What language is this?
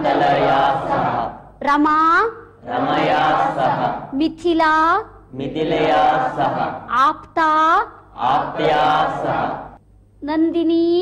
Sanskrit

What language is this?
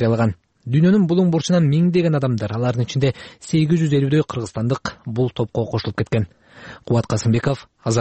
Kyrgyz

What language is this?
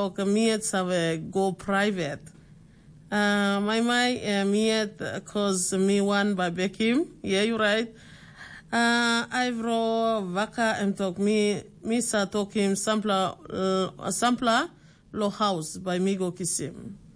Tok Pisin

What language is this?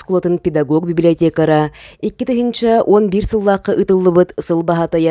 Yakut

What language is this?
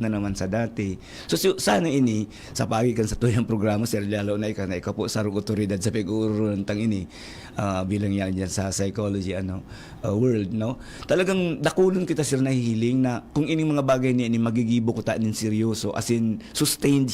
Bikol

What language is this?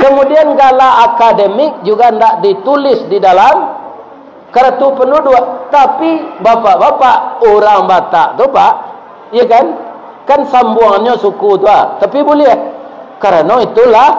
Minangkabau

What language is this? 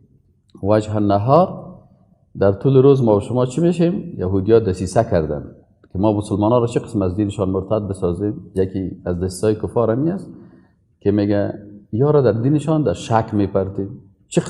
Persian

